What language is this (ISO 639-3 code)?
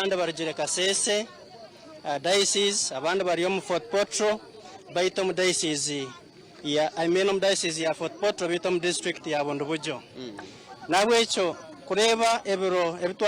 nyn